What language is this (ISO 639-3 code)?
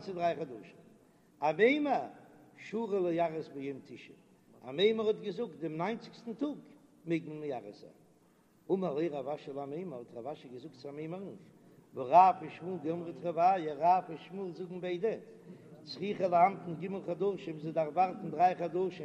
yid